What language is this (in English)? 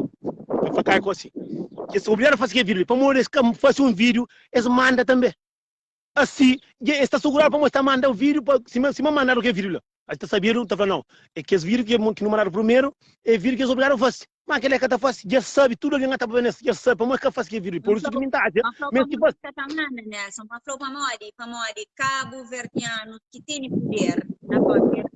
Kabuverdianu